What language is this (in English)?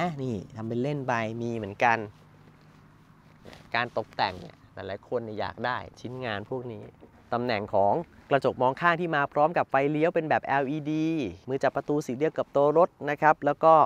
Thai